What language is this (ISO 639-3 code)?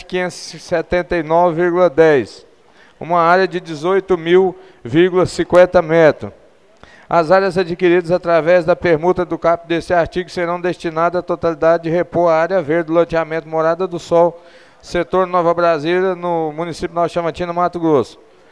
por